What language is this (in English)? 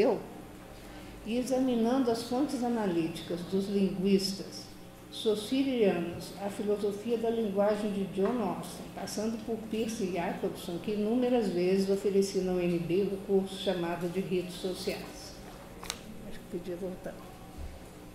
Portuguese